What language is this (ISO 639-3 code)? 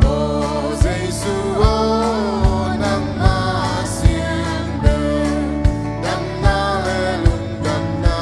ctd